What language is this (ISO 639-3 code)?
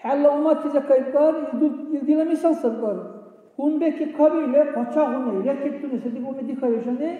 dar